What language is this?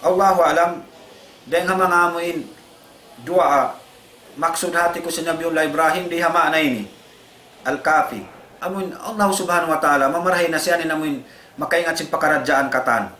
Tausug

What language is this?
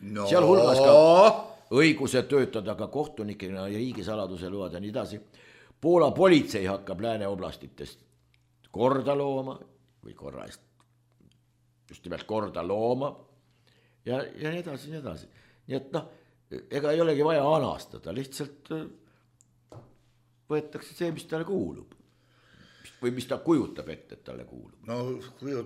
Estonian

